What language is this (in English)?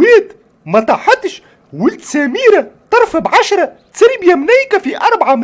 Tunisian Arabic